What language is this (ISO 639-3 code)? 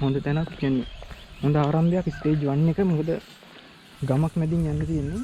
sin